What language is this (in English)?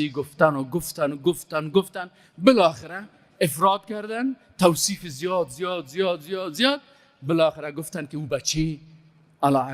Persian